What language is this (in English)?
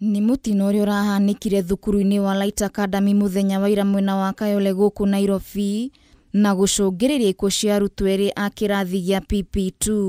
Kikuyu